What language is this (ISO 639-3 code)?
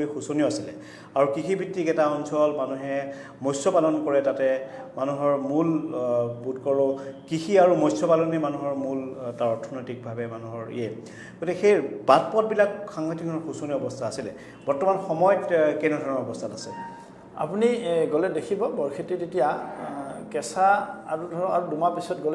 asm